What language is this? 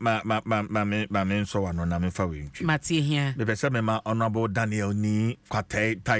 Akan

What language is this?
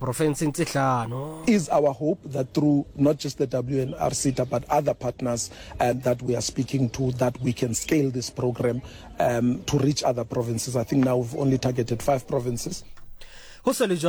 Southern Sotho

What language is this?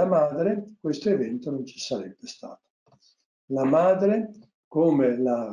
Italian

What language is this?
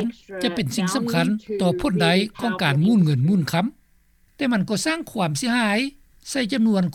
Lao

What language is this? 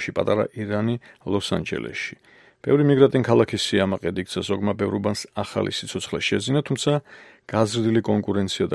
Georgian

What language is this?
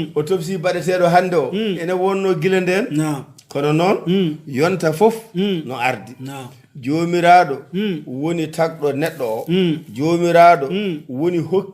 Fula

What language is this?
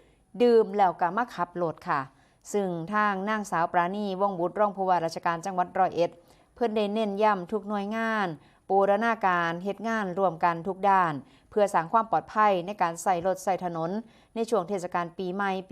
Northeastern Thai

